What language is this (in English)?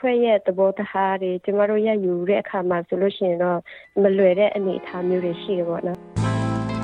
Burmese